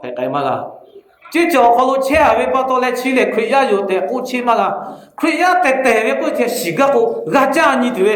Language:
Lahu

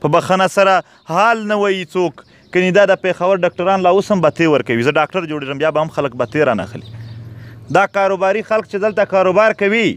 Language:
Pashto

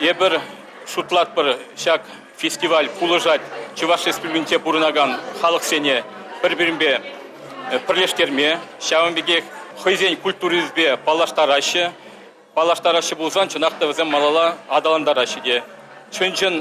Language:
Chuvash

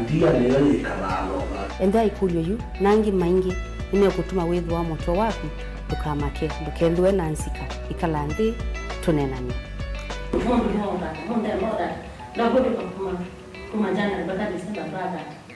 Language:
Kamba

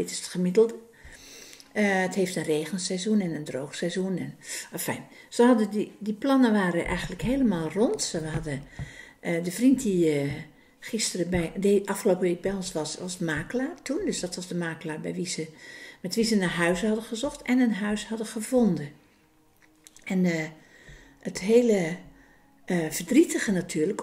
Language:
Dutch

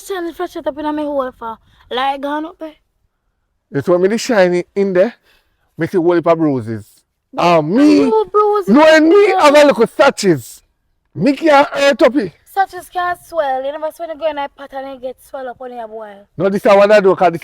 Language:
Jamaican Creole English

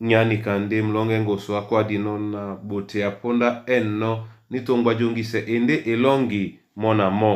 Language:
Duala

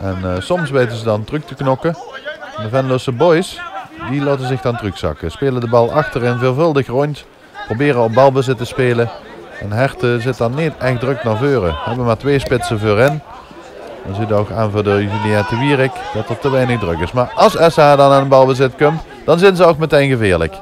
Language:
Limburgish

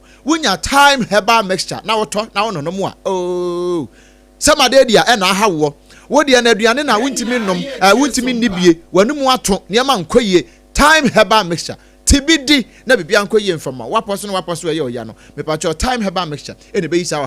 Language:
Akan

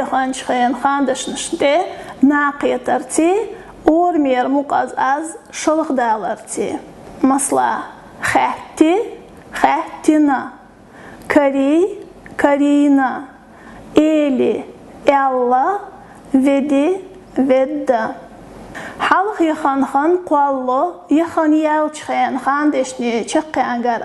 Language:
Chechen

